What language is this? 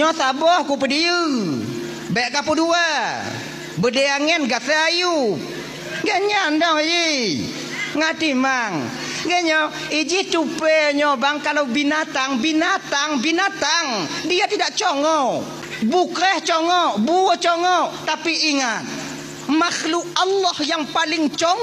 Achinese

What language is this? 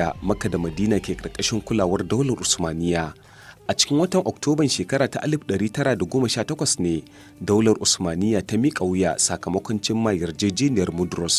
Hausa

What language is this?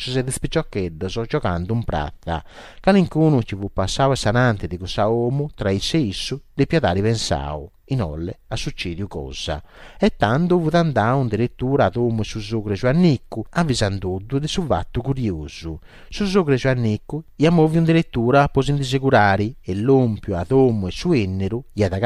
Sardinian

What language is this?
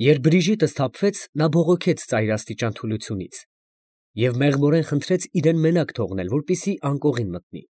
Armenian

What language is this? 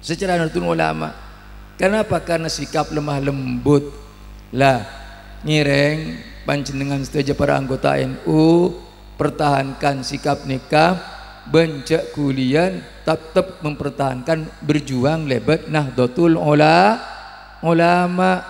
Madurese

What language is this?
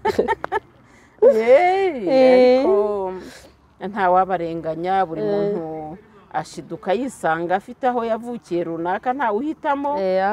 Kinyarwanda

